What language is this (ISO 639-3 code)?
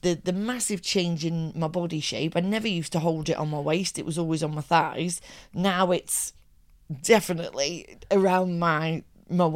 eng